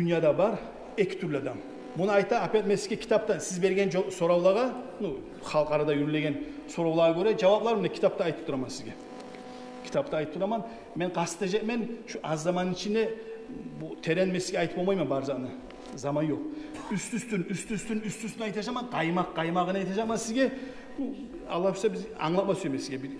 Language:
Kumyk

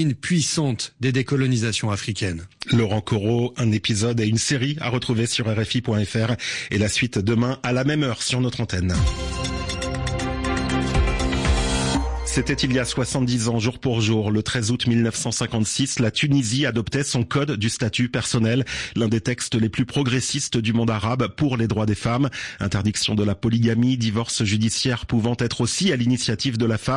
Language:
French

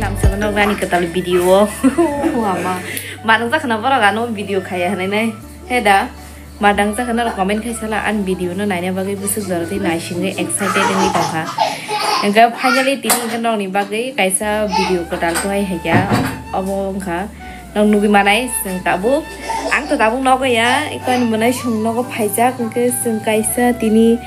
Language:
Kok Borok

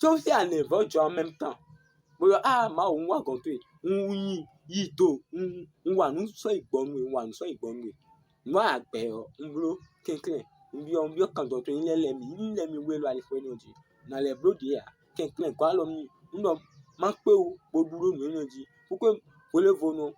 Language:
Fon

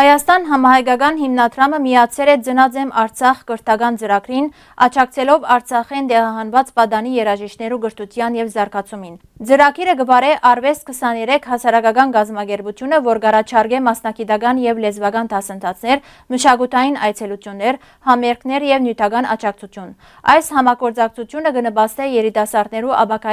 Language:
Western Armenian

